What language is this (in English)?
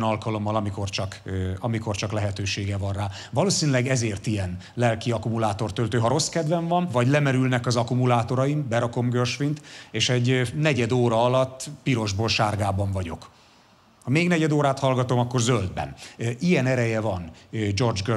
Hungarian